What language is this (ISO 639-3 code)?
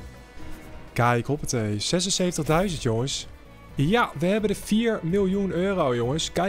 nld